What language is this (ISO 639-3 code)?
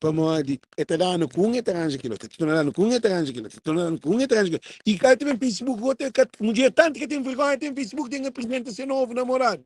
kea